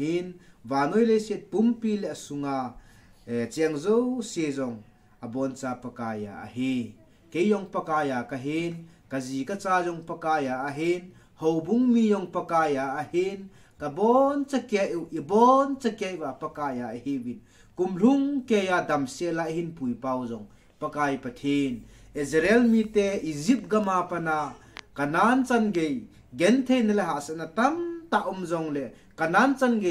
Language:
Thado Chin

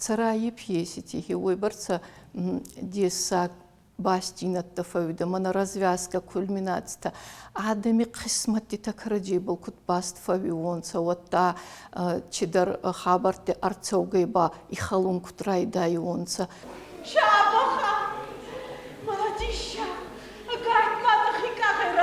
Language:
Ossetic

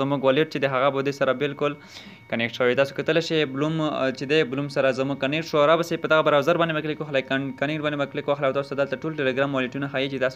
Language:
Pashto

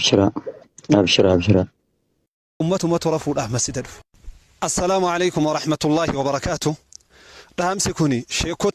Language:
Oromo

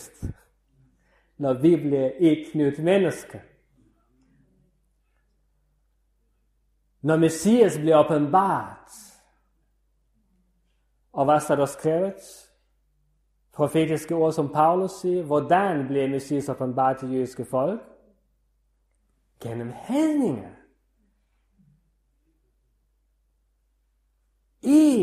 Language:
Danish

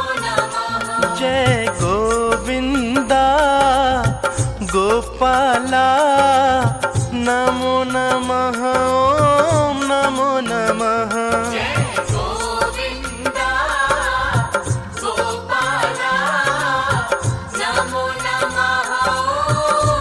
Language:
Hindi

